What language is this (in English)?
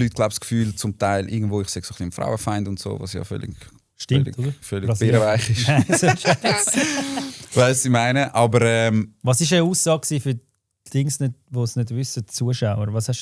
Swiss German